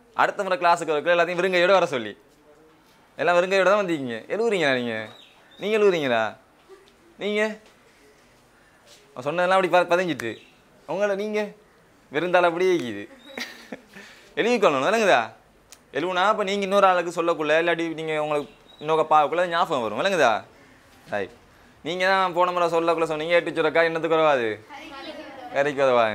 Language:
Tamil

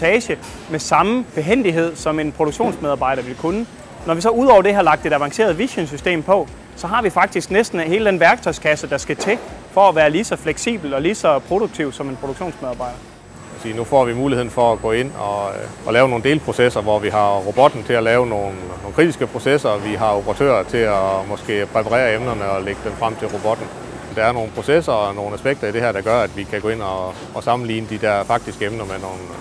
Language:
Danish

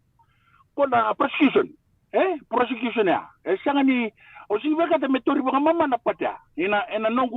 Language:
Fijian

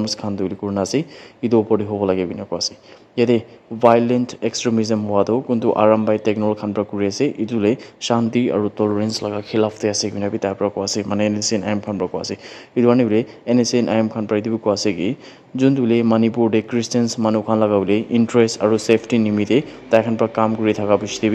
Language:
Naga Pidgin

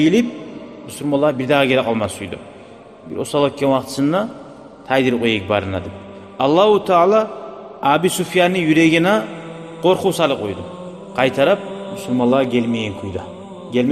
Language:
Kumyk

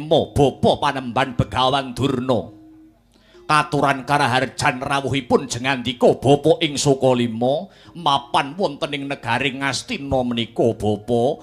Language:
Javanese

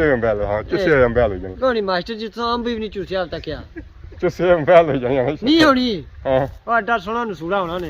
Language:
Pahari-Potwari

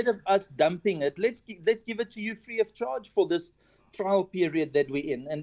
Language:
English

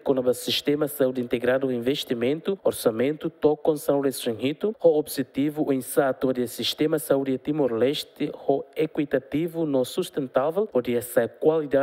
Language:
Tetum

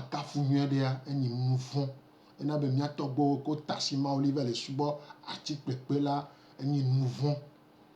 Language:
Gen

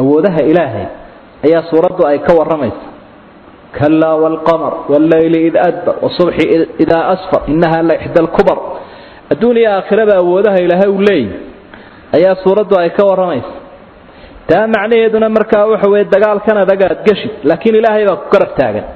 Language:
Somali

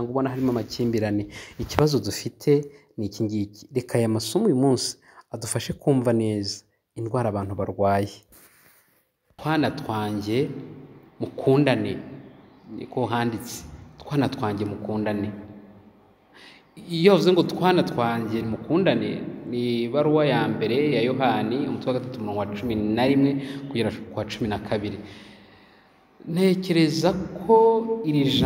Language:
Kinyarwanda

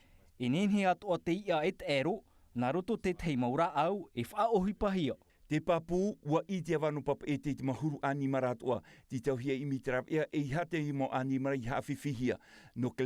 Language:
Tahitian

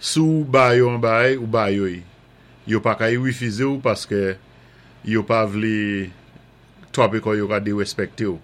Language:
Saint Lucian Creole French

